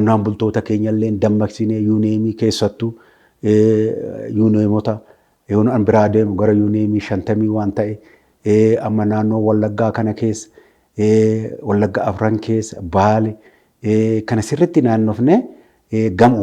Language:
Oromo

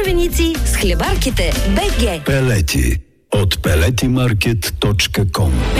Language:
Bulgarian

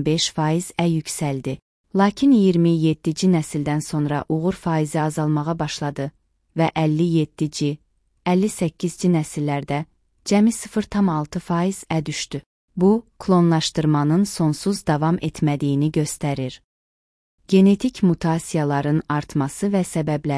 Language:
Azerbaijani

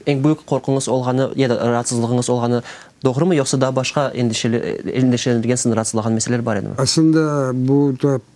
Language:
Crimean Tatar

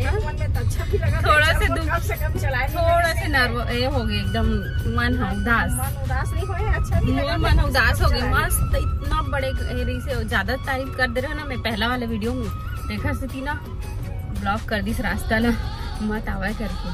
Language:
Chhattisgarhi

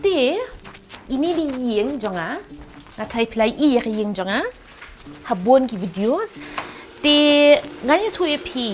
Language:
Khasi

